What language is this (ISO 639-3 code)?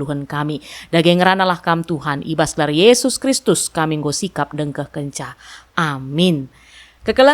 btx